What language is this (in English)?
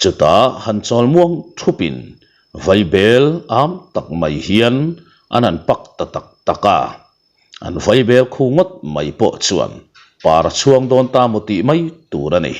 Mizo